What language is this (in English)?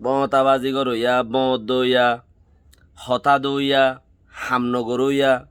Rohingya